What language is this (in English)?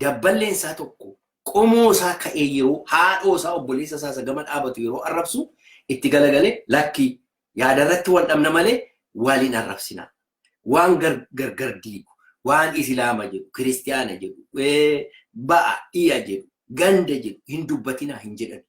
Oromo